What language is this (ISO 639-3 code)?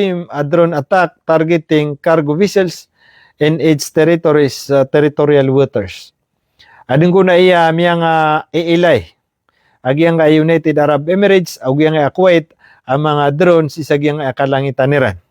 mrw